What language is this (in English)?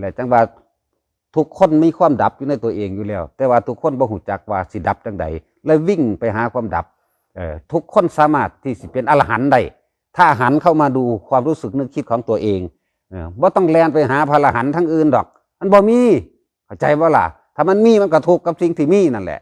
Lao